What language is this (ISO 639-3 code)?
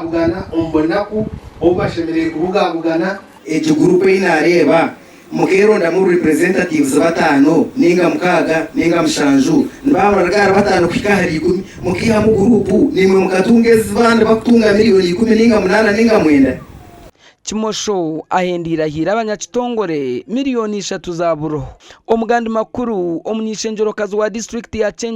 nyn